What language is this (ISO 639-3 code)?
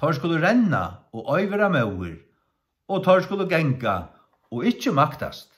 fao